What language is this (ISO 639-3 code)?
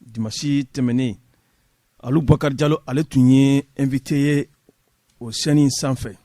bam